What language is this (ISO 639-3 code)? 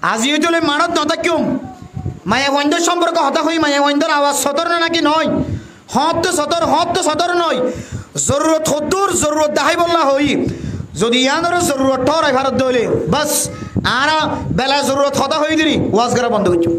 rhg